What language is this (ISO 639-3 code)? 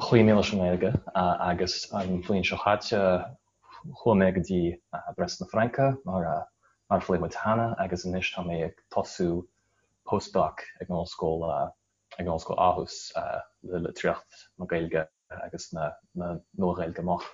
gle